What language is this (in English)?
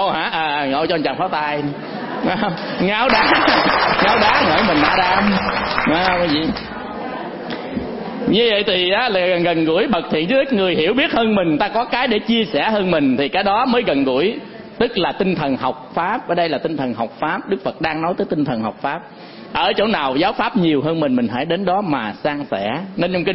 Vietnamese